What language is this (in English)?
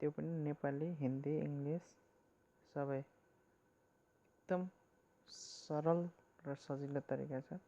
Nepali